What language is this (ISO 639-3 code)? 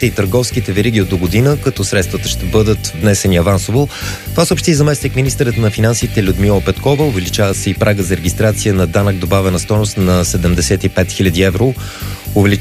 bul